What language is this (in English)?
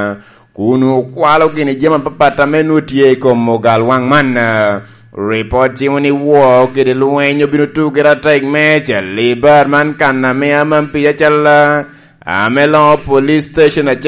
Lango (Uganda)